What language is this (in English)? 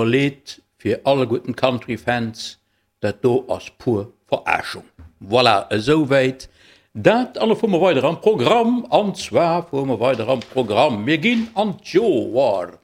Luxembourgish